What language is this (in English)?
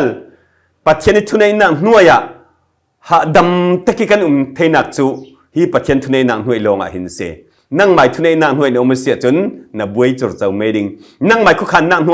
Falam Chin